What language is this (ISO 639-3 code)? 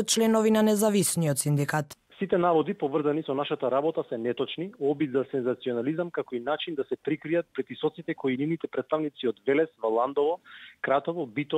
mkd